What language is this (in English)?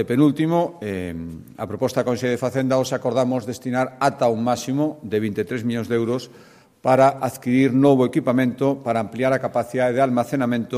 Galician